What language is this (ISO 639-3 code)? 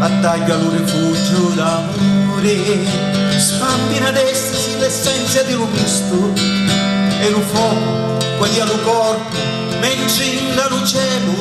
scn